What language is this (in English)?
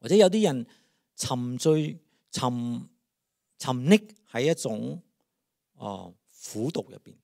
Cantonese